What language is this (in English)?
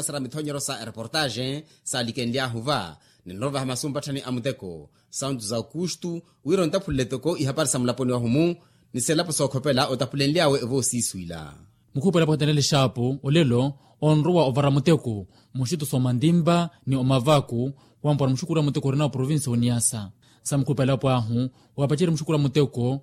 Makhuwa